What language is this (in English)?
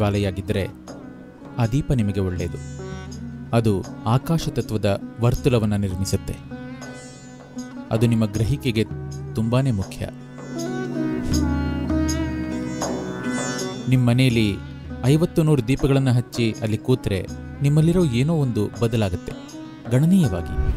Kannada